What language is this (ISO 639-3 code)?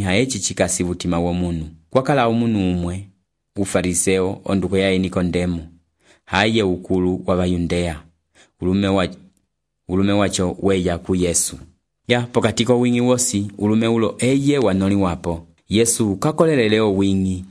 umb